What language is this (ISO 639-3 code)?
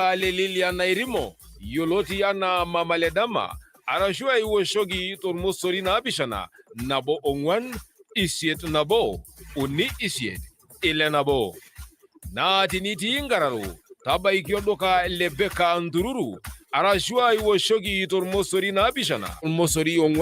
mas